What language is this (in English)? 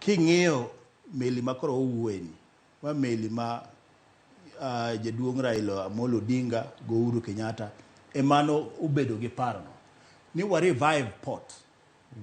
Luo (Kenya and Tanzania)